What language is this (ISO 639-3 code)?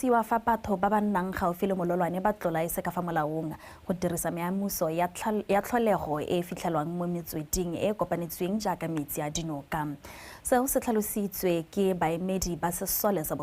tsn